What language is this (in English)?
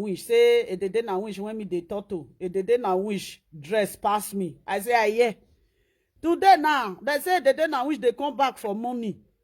Nigerian Pidgin